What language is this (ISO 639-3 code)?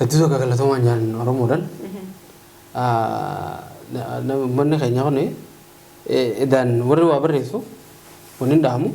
orm